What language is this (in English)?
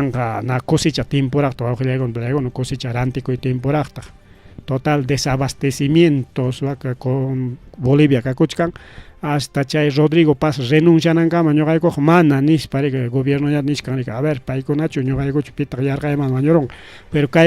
Ayacucho Quechua